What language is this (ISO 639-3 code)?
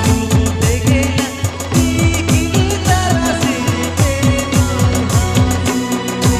sat